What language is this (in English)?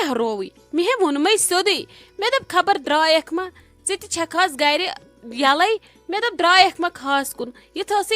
Kashmiri